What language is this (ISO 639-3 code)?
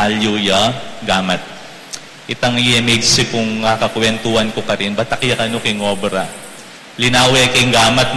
pam